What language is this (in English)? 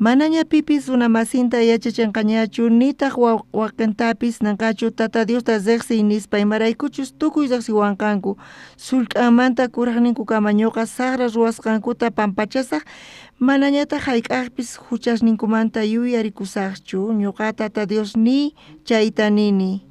South Bolivian Quechua